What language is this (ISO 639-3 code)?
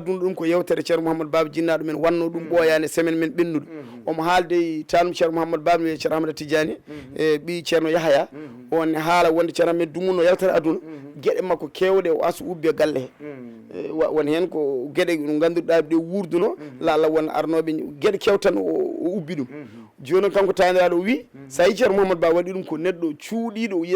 ful